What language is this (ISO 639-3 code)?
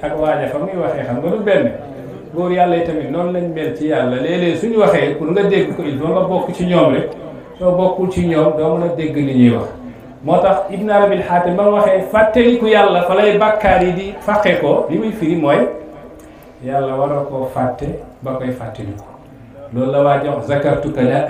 wol